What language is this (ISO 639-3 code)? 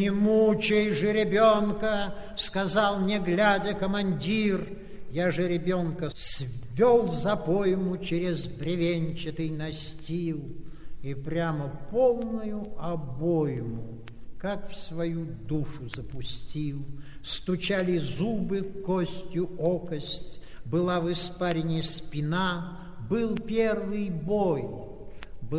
rus